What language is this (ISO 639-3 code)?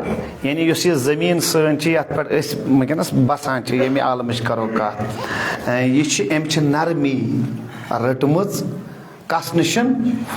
kas